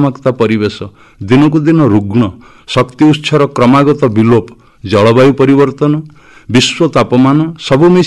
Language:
Odia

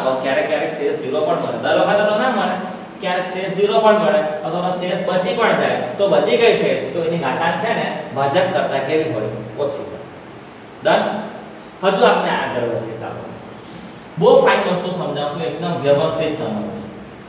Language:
Gujarati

